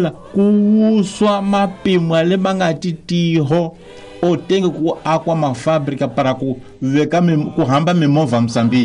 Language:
Tsonga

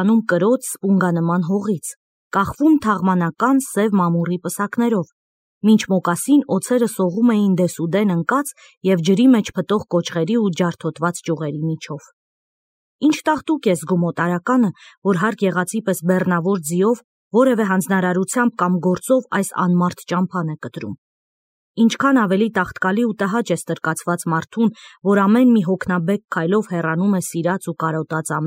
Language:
Armenian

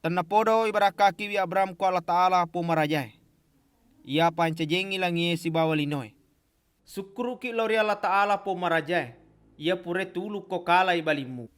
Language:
Buginese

